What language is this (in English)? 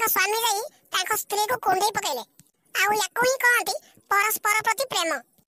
Odia